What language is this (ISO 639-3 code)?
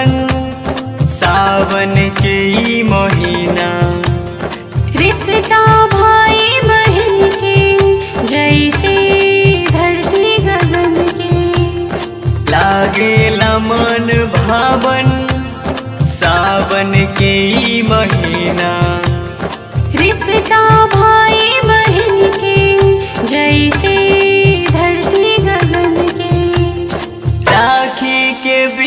bho